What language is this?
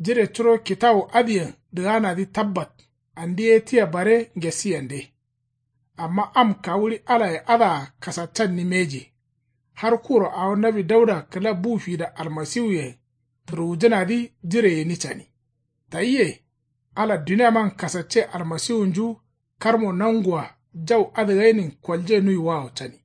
Kanuri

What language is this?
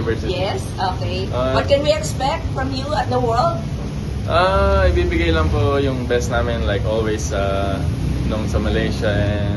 Filipino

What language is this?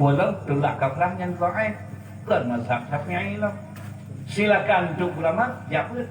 Achinese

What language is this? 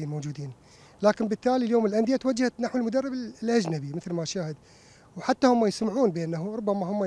Mesopotamian Arabic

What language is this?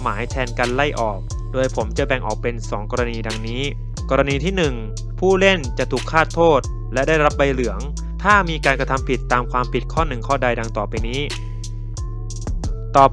Thai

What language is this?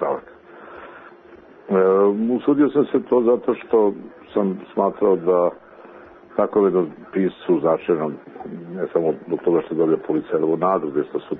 Serbian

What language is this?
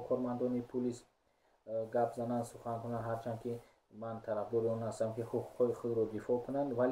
Tajik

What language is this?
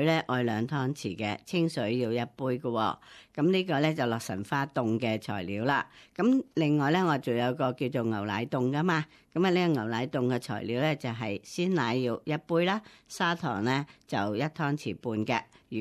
Cantonese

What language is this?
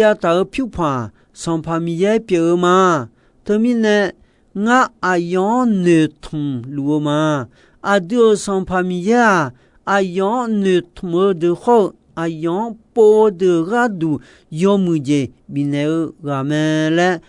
Akha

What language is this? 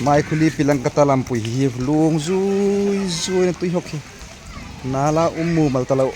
Hmar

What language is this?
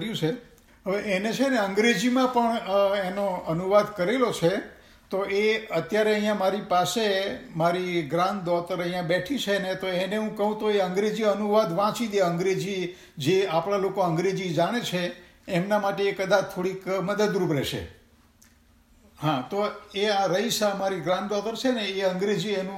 Gujarati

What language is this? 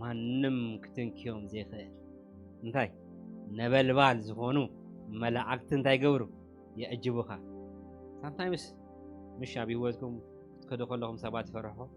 Tigrinya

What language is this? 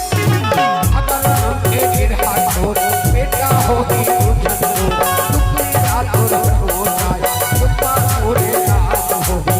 Chhattisgarhi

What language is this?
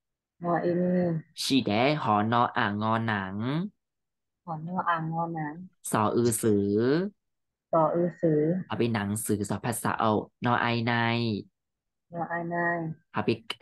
Thai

